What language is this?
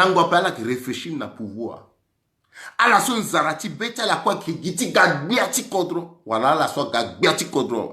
Sango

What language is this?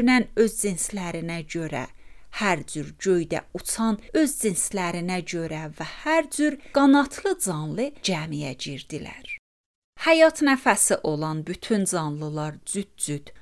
Azerbaijani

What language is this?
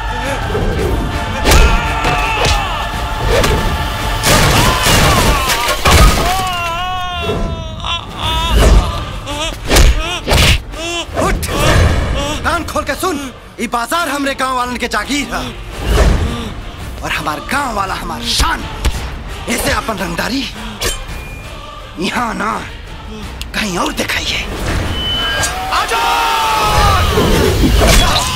Bhojpuri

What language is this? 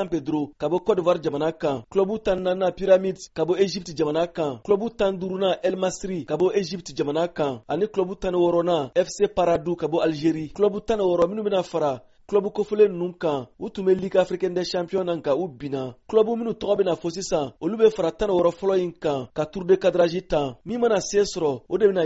Bambara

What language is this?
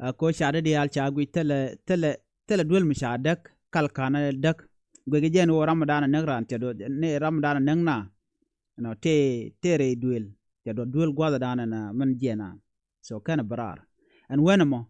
Nuer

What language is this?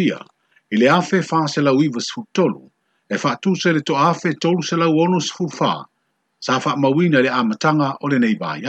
Samoan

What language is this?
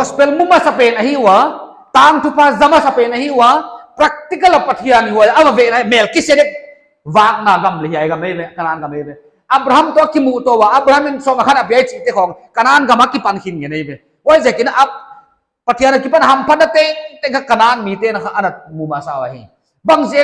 Paite Chin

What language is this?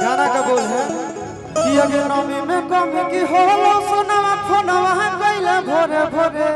Magahi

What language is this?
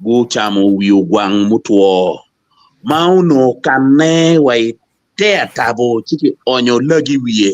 Acoli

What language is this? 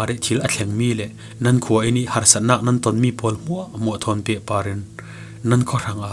Falam Chin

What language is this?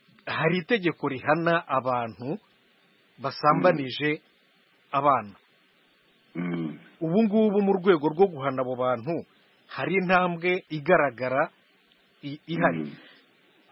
Kinyarwanda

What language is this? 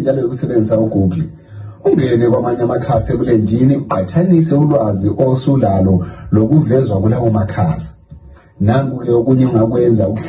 North Ndebele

